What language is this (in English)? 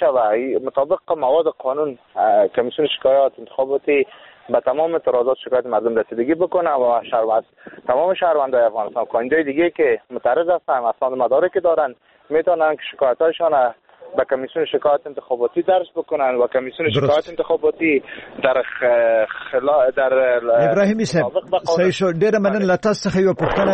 Persian